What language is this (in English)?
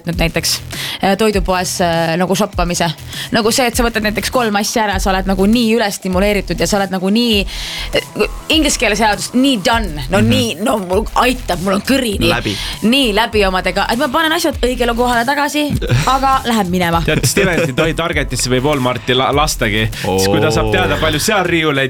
Estonian